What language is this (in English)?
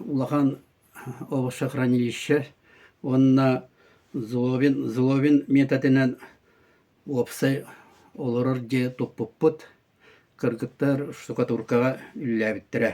Yakut